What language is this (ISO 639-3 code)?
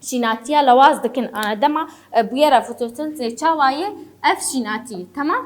kur